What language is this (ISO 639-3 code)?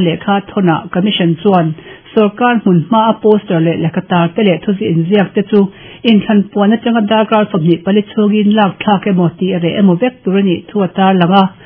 lus